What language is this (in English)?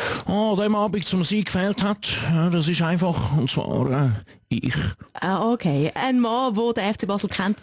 Swiss German